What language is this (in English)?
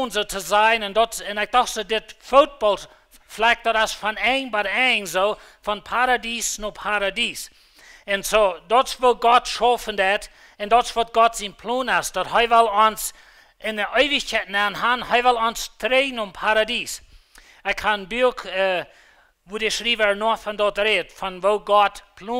Plautdietsch